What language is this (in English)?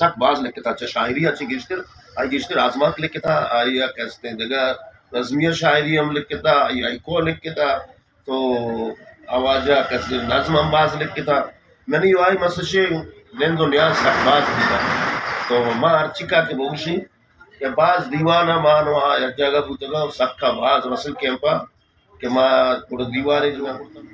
Eastern Balochi